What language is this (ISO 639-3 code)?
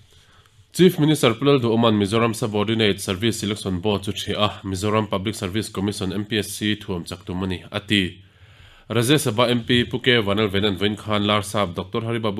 lus